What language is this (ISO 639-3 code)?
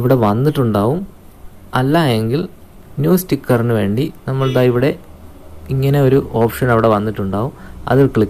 mal